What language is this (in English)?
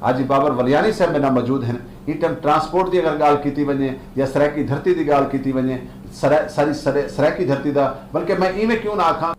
Saraiki